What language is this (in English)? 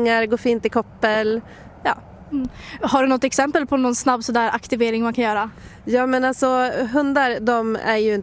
Swedish